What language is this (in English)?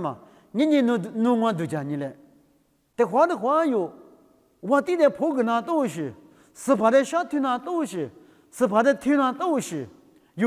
Lisu